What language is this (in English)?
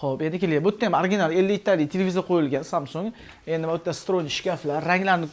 Uzbek